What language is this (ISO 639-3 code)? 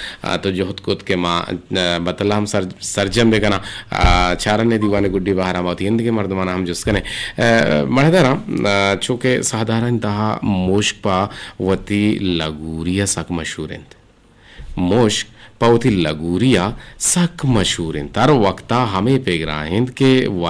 bgp